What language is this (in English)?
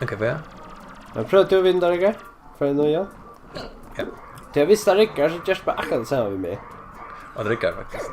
Faroese